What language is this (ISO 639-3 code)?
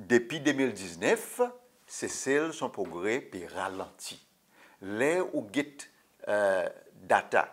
crs